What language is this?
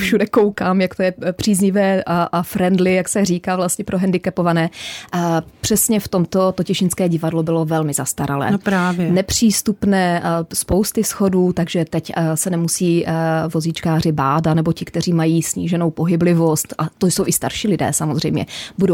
Czech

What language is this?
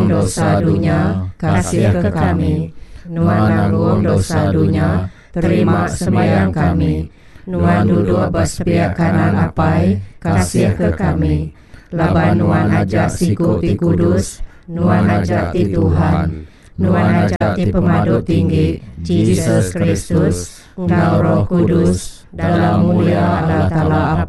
Iban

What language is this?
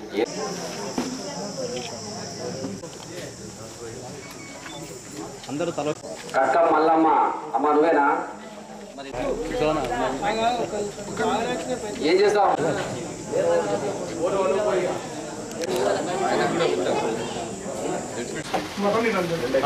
Telugu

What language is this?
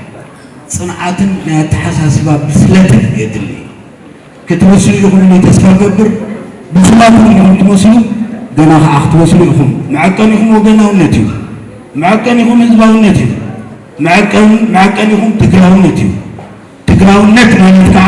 Tigrinya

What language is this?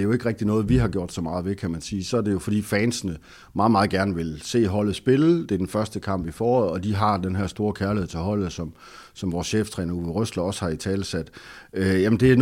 Danish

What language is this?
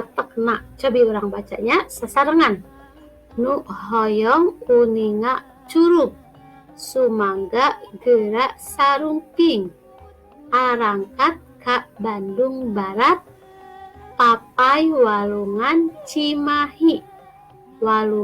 Sundanese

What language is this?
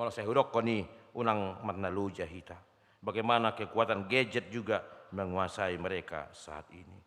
Batak Toba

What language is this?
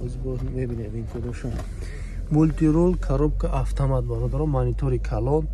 Tajik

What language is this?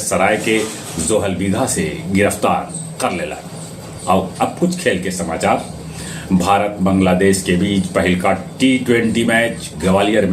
Magahi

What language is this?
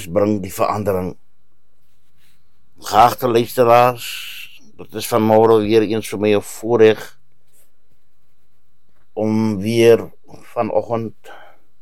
Afrikaans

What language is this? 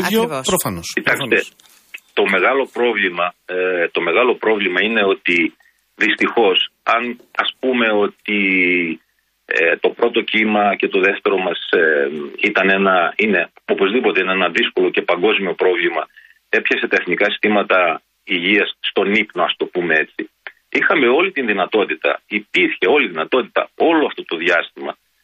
Greek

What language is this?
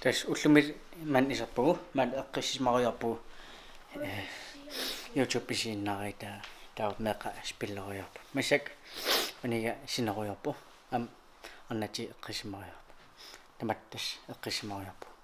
Kalaallisut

